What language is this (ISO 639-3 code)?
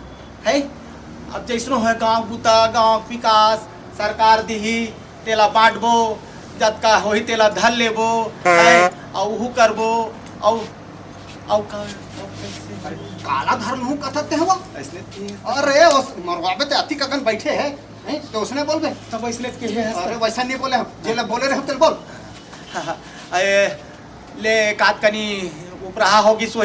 hne